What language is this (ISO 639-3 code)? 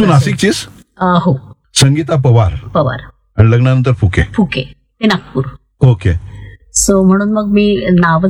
mar